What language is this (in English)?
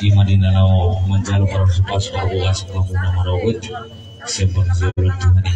Batak Toba